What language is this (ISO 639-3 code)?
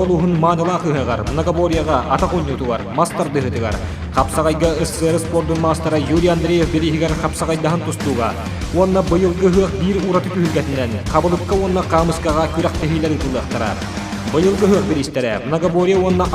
sah